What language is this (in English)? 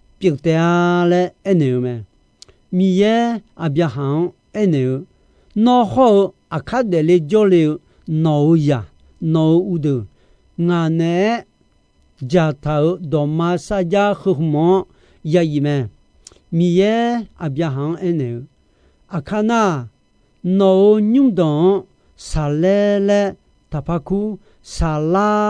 Akha